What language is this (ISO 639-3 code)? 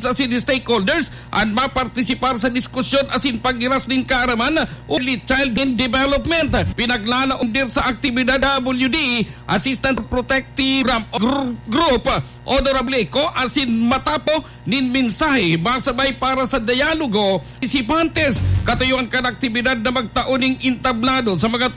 bik